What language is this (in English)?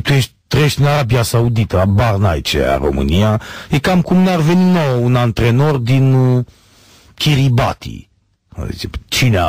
Romanian